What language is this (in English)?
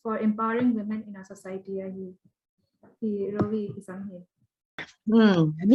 Paite Chin